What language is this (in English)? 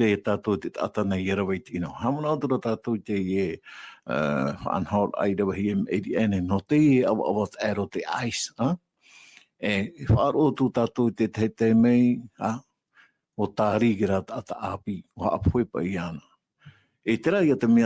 Tahitian